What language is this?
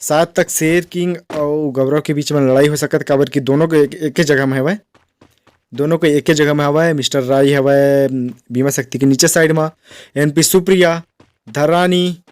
Chhattisgarhi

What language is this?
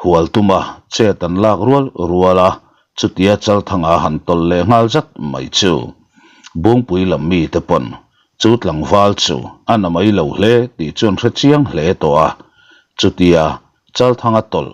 Mizo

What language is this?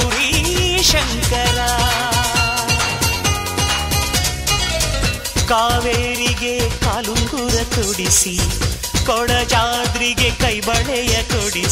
Kannada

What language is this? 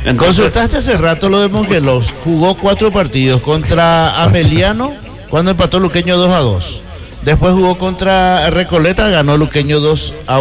Spanish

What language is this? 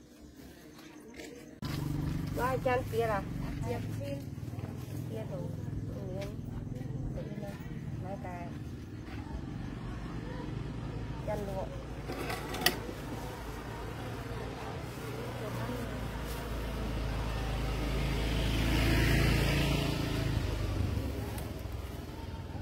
Vietnamese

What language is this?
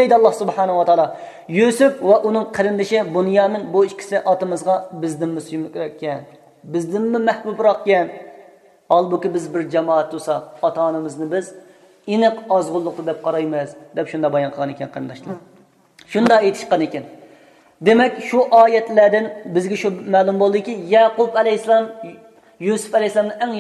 Uyghur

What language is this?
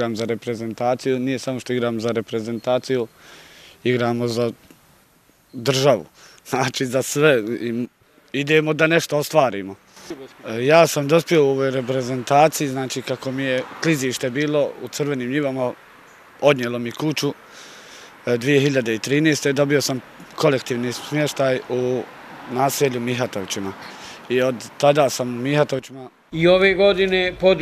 Bosnian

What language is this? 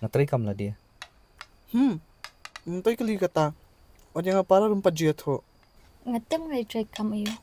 Khasi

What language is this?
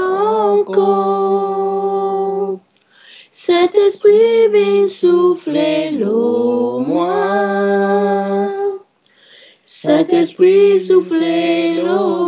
French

